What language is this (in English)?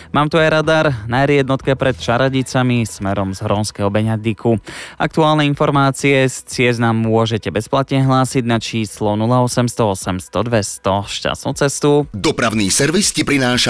Slovak